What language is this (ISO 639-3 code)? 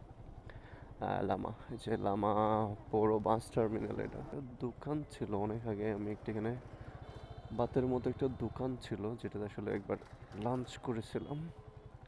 ben